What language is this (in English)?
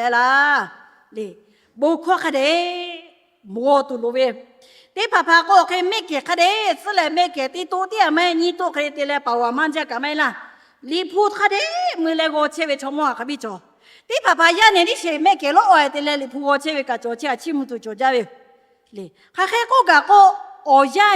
Lahu